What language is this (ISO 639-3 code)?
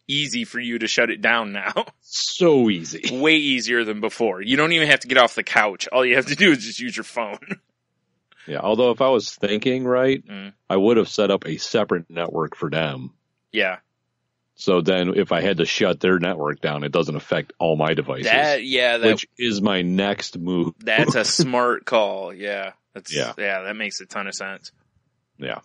eng